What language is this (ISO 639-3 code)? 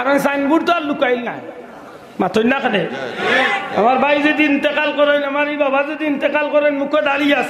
syl